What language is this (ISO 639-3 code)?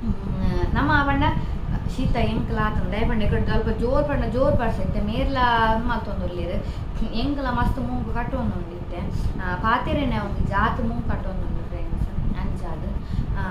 tcy